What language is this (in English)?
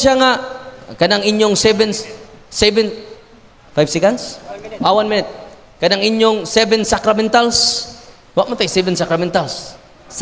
Cebuano